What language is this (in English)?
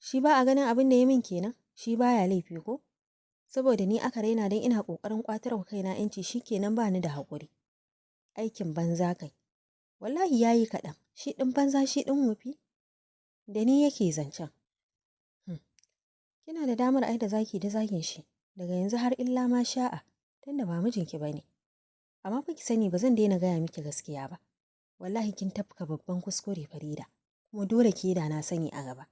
Hausa